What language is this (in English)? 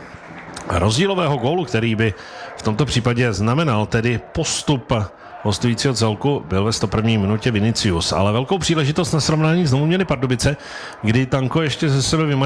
Czech